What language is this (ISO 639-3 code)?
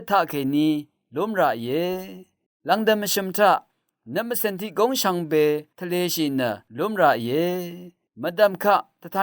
raw